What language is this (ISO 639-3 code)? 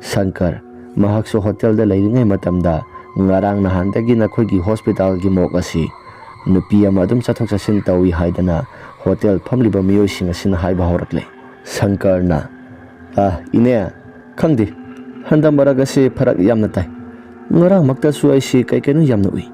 mni